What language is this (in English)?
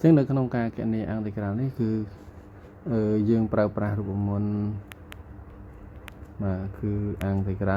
Khmer